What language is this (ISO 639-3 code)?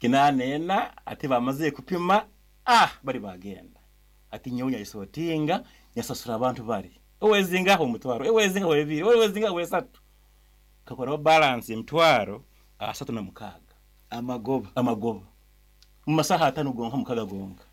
nyn